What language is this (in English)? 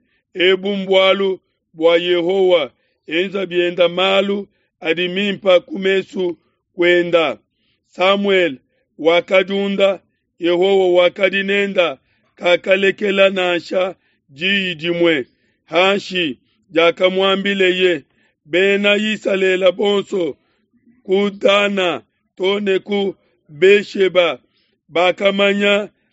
Luba-Lulua